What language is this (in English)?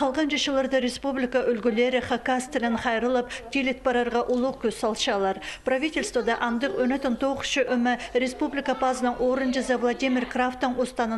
Khakas